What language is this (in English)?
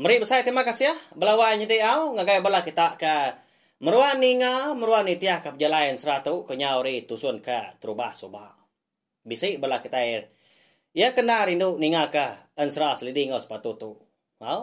Iban